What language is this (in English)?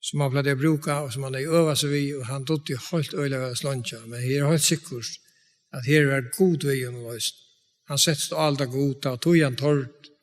Faroese